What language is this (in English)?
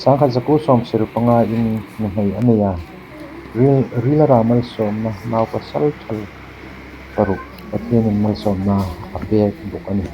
Hmar